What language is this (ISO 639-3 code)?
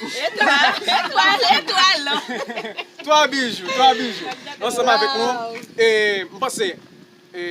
hat